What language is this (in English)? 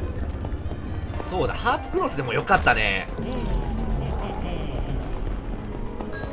Japanese